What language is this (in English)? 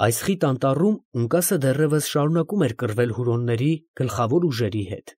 Armenian